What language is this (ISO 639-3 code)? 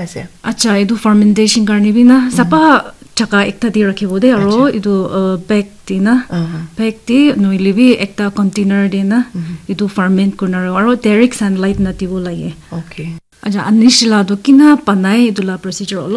nag